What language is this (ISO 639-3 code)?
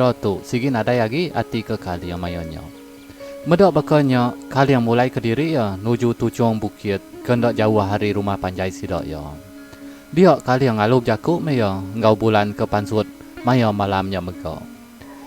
iba